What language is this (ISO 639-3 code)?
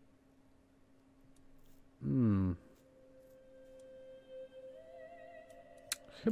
pol